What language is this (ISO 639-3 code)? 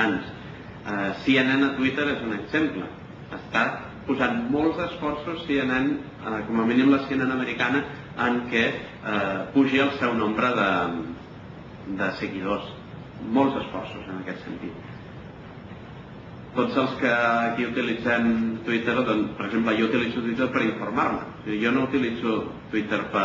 cat